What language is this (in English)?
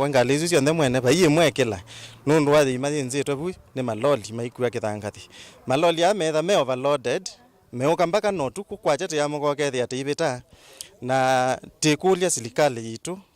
Kamba